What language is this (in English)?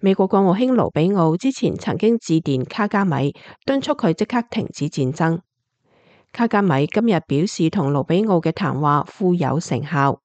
Cantonese